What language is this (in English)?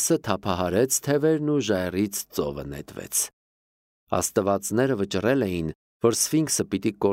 Armenian